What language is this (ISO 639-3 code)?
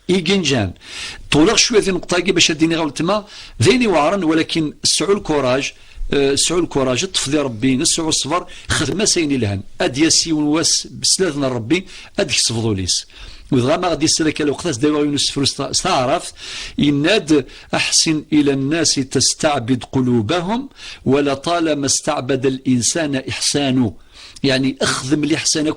kab